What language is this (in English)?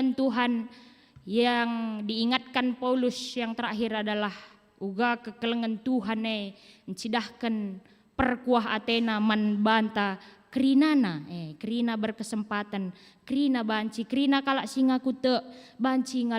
Batak Karo